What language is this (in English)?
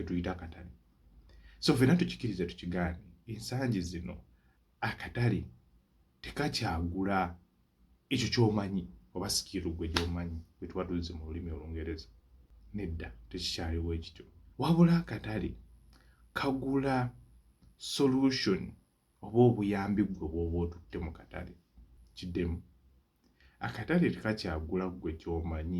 Ganda